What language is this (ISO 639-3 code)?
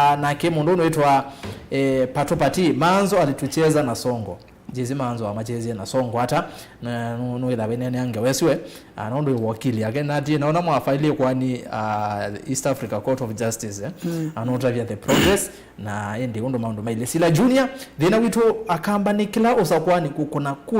kam